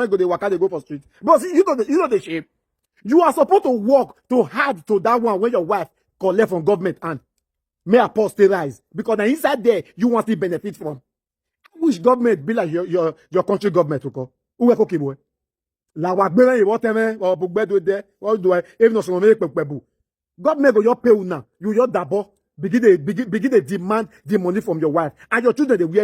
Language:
Nigerian Pidgin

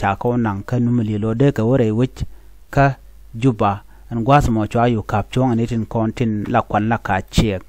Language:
Nuer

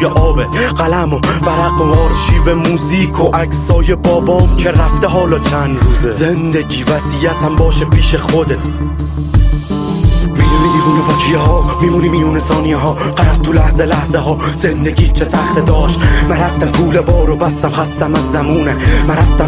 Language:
Persian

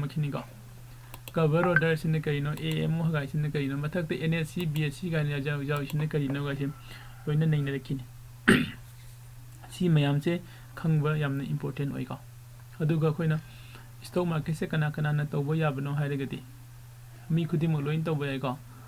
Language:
Manipuri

